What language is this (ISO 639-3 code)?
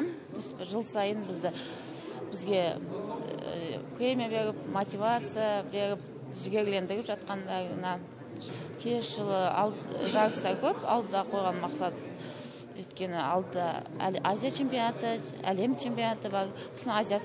kaz